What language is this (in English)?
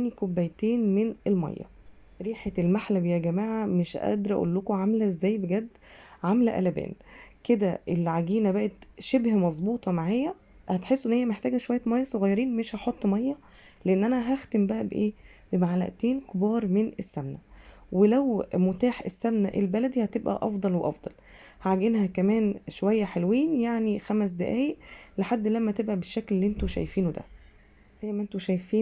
Egyptian Arabic